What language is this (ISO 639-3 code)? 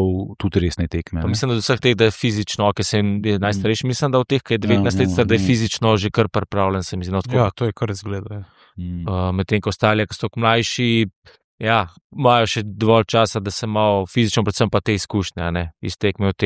slv